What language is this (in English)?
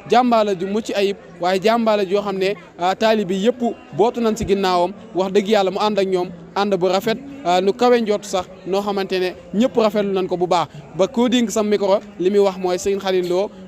Wolof